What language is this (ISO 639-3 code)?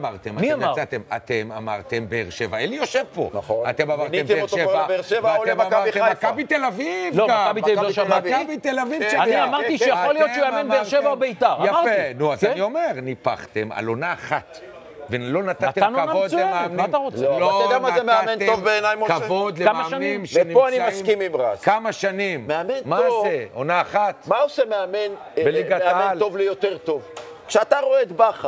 heb